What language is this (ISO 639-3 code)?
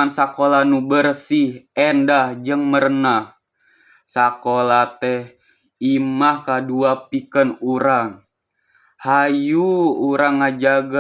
sun